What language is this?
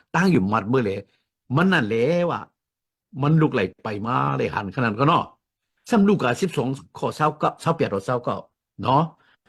Shan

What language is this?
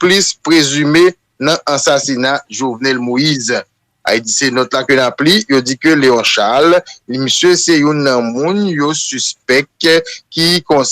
Haitian Creole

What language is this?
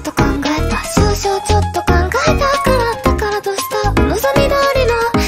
Japanese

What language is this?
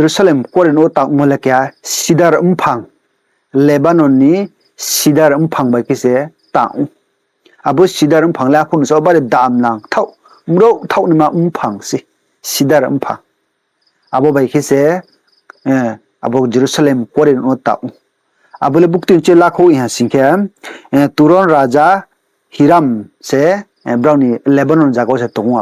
Riang (India)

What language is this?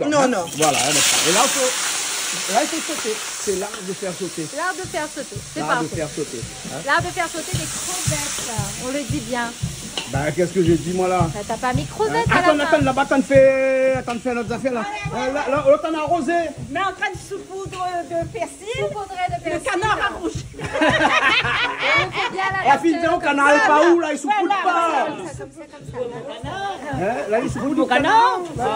Réunion Creole French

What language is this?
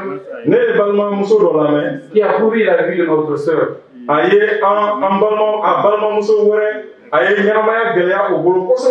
Bambara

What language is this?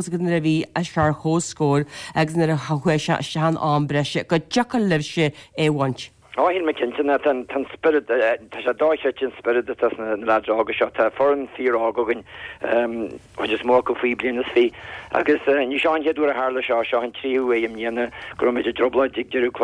Irish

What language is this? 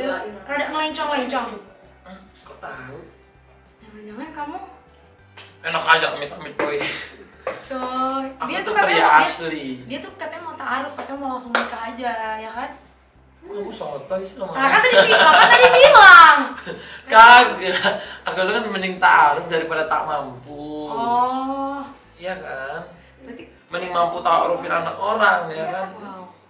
Indonesian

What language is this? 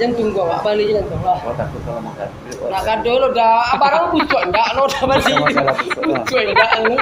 Minangkabau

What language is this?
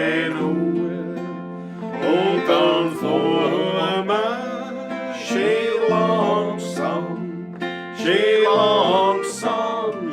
Bavarian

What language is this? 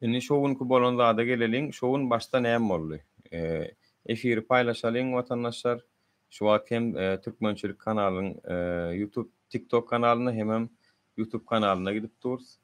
Turkmen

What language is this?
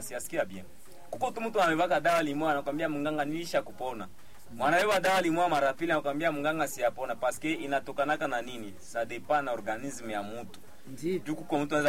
Swahili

